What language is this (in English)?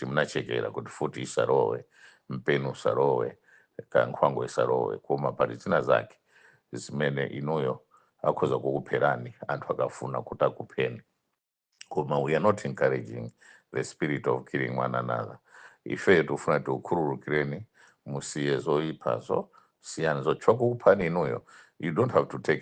Nyanja